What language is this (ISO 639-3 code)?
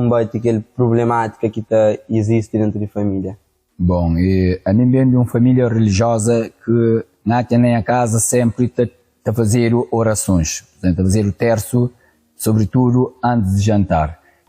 kea